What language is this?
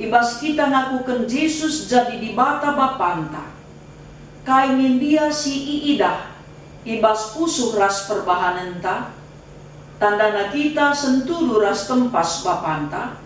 Batak Karo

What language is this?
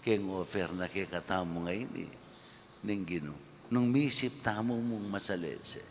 Pampanga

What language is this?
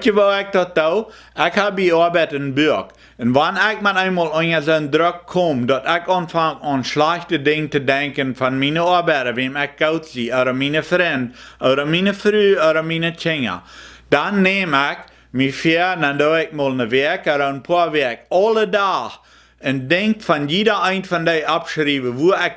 Plautdietsch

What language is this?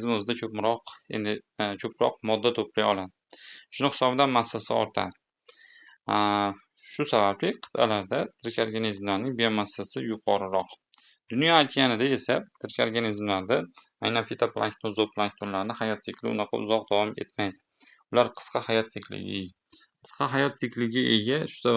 Uzbek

